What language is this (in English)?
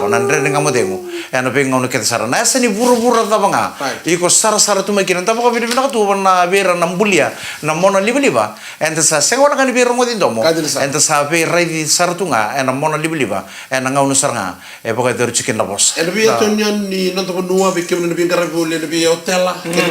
Fijian